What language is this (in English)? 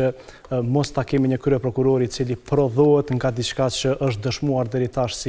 Albanian